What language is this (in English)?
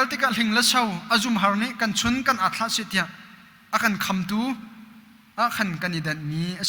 Hakha Chin